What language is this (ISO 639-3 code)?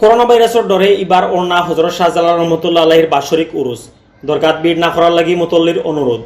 syl